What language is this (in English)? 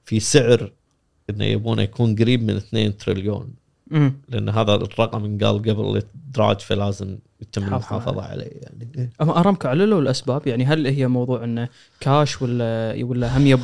Gulf Arabic